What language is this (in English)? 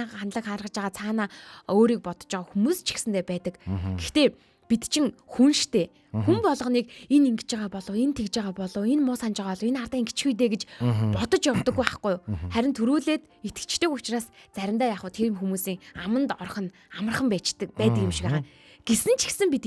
Mongolian